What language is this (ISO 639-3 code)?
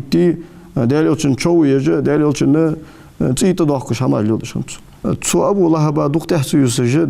inh